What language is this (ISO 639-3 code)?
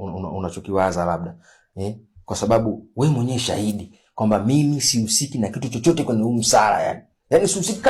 swa